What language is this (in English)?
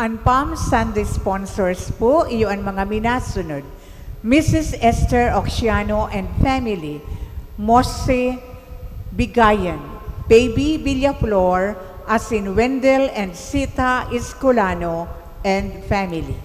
Bikol